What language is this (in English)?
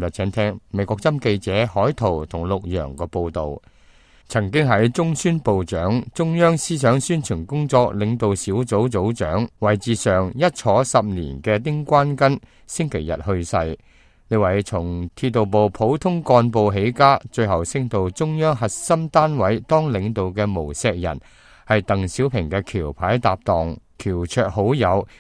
Cantonese